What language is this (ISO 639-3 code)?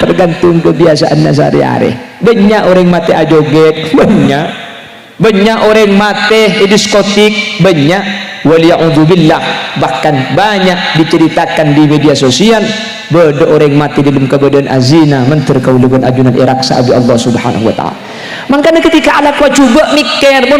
mad